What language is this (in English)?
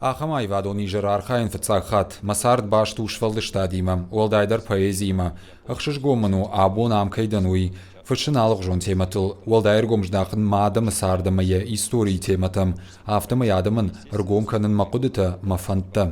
Ossetic